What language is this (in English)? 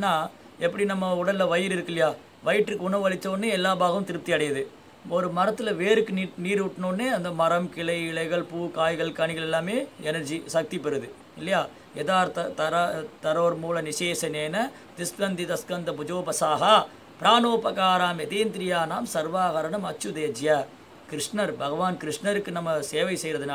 Tamil